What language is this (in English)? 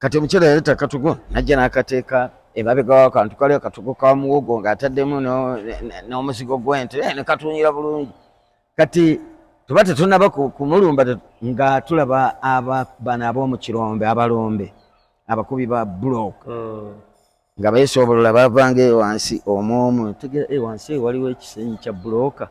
Ganda